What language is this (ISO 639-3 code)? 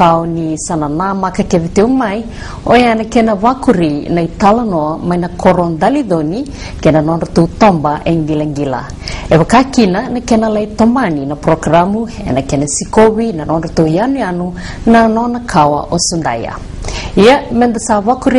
fij